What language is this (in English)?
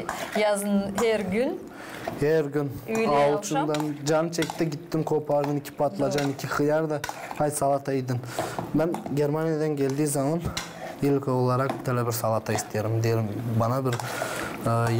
Gagauz